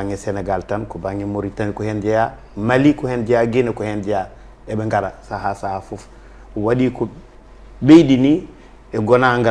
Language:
Fula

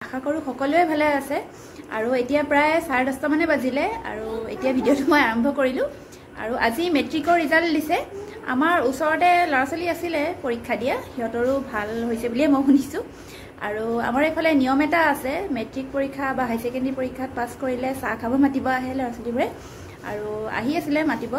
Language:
Assamese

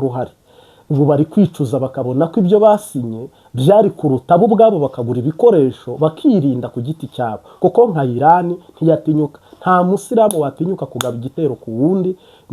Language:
Kinyarwanda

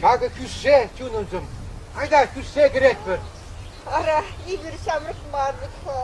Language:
Chuvash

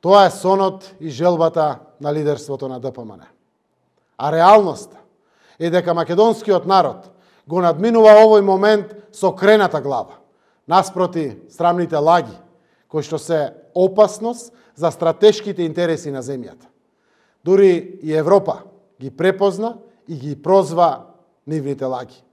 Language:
Macedonian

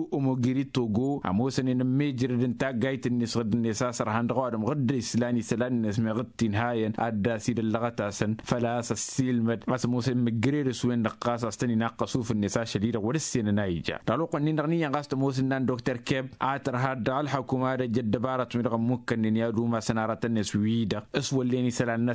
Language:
Tamasheq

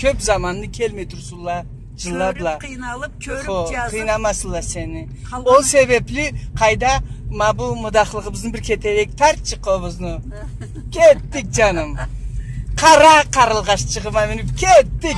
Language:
Karachay-Balkar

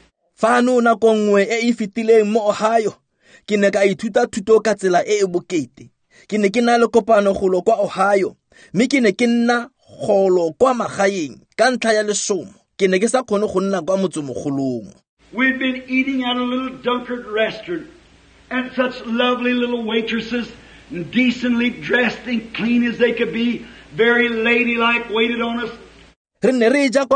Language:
Tswana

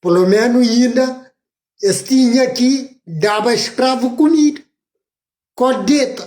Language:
Kabuverdianu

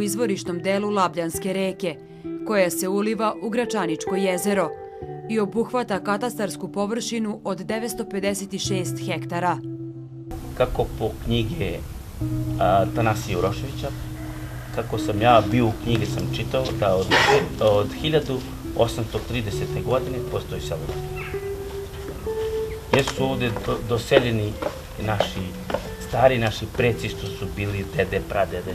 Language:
Serbian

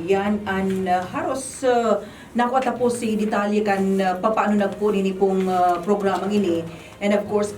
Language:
Bikol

